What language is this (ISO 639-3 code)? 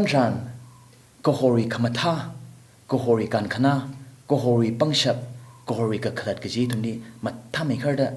nmf